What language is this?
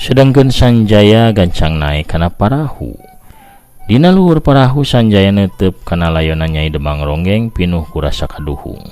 Sundanese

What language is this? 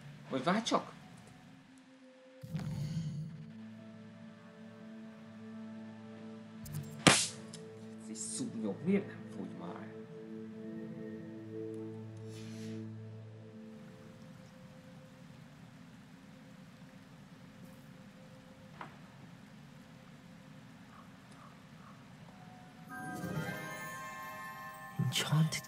Hungarian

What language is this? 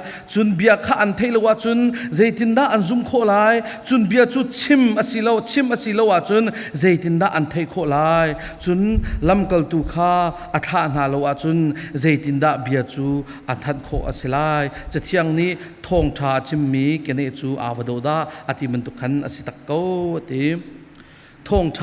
Falam Chin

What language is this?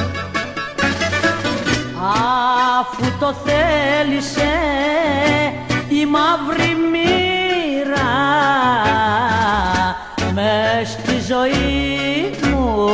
Greek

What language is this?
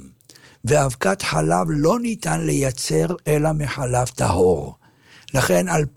Hebrew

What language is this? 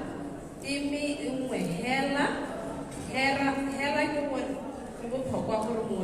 Tswana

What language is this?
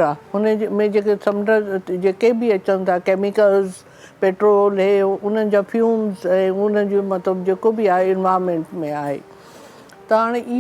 Sindhi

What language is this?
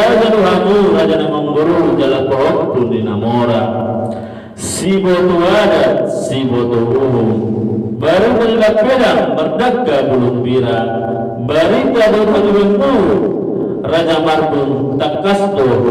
Batak Toba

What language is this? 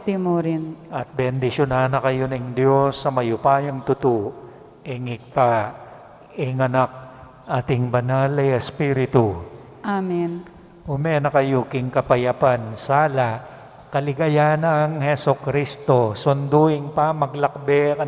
Pampanga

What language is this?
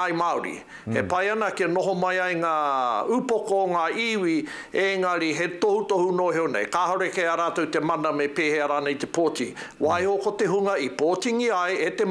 Māori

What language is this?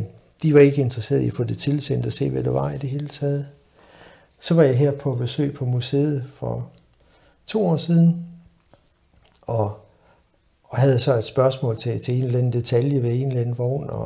Danish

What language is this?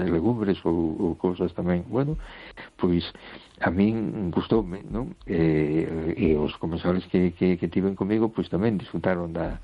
Galician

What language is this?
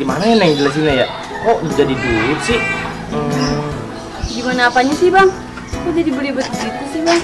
Betawi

